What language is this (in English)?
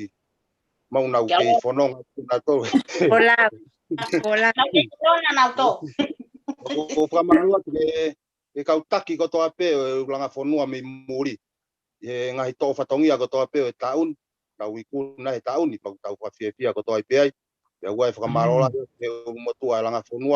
Tongan